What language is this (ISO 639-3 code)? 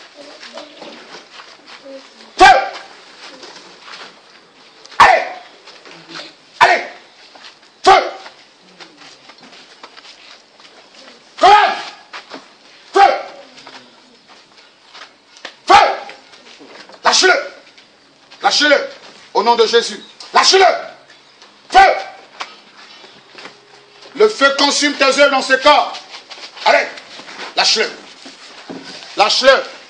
fra